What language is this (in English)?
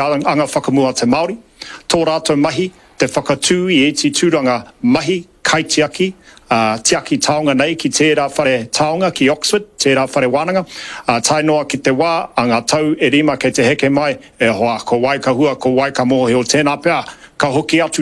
Māori